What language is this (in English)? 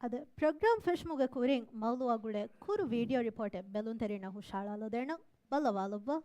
Divehi